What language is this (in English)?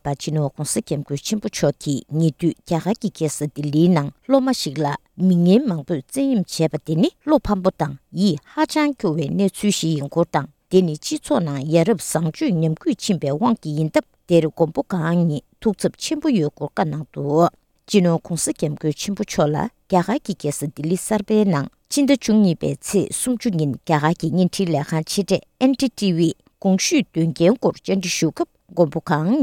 Tibetan